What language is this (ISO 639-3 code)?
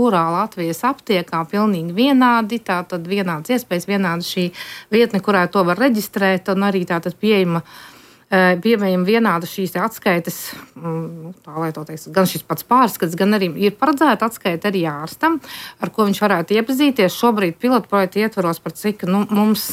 lav